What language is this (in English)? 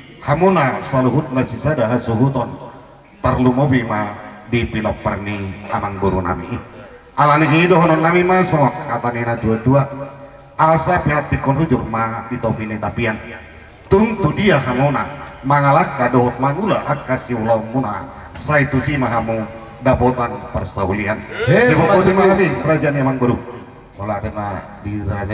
Batak Toba